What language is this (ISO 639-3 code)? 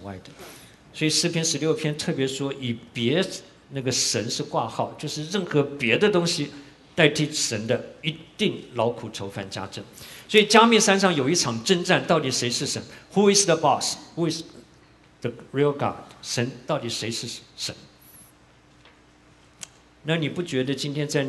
zho